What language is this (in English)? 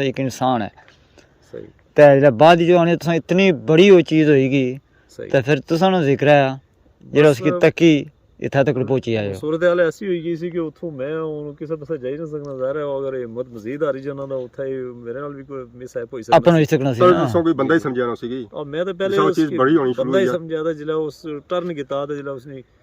Pahari-Potwari